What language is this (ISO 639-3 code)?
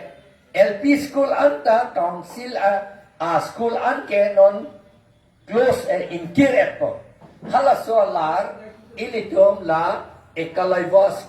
mjw